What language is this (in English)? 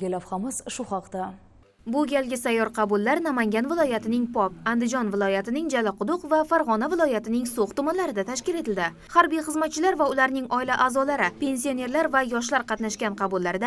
Uzbek